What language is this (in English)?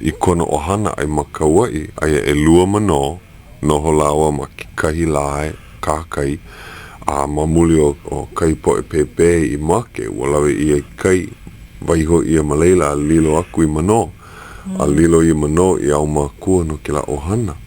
Hawaiian